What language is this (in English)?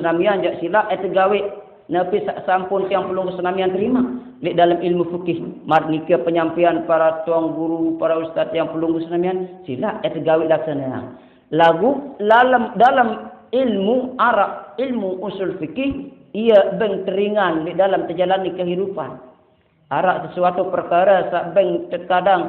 Sasak